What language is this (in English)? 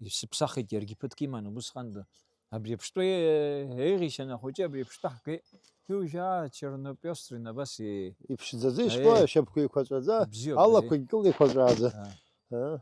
Abkhazian